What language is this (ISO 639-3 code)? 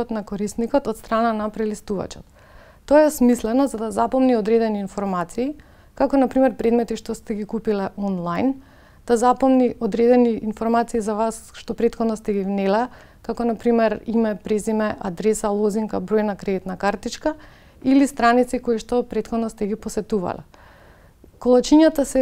mkd